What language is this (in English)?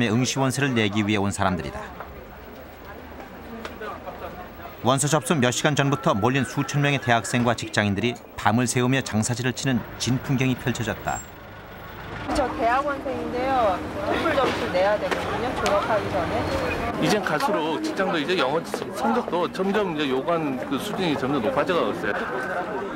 Korean